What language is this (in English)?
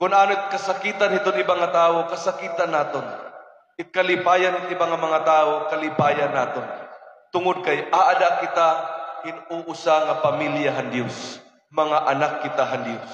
Waray